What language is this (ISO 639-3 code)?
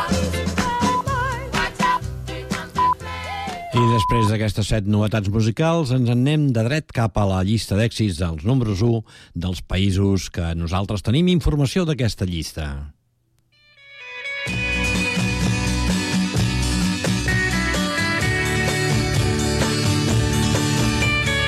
cat